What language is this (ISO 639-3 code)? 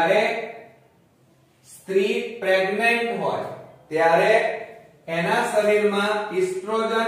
guj